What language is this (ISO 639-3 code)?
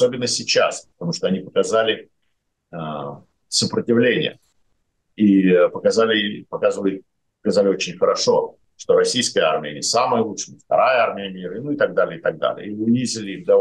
rus